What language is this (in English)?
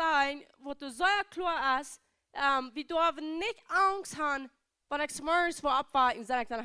Plautdietsch